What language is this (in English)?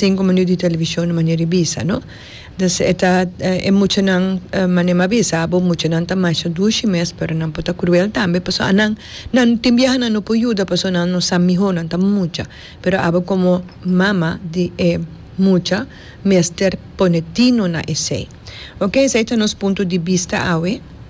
Papiamento